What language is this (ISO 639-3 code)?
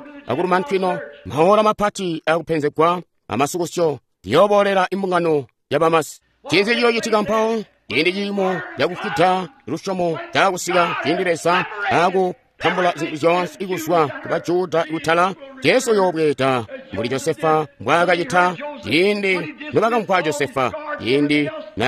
toi